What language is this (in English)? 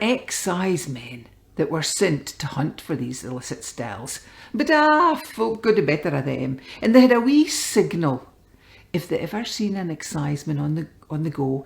Scots